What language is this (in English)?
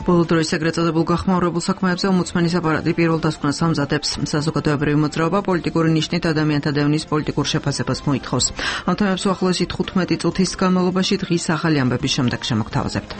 Georgian